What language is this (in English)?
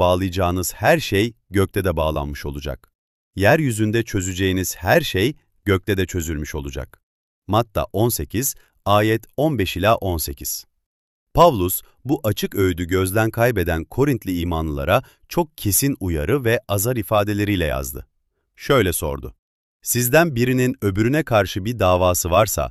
Turkish